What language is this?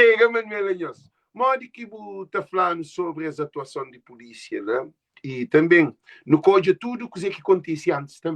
Kabuverdianu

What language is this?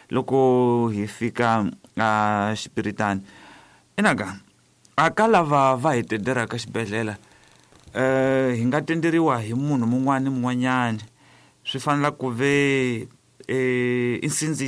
Tsonga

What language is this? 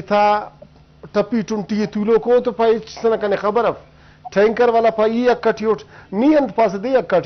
Brahui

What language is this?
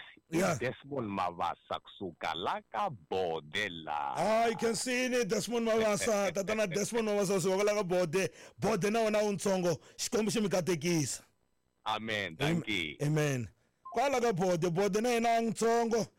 Tsonga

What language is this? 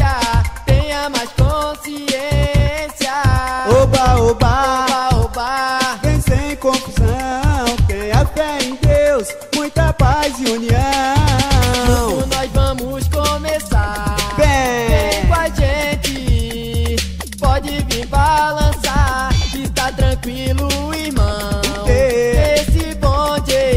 Portuguese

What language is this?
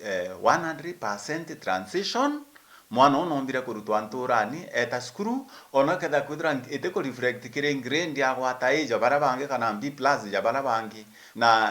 Meru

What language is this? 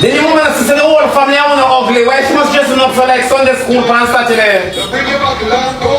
Jamaican Creole English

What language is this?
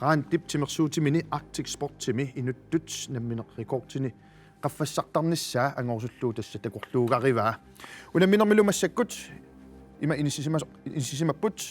Kalaallisut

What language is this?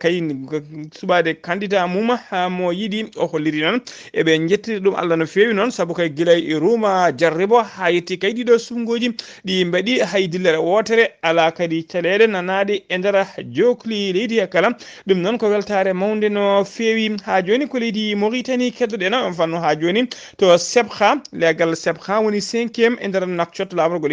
Fula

